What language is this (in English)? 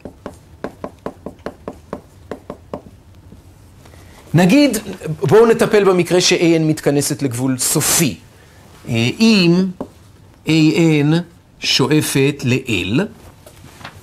Hebrew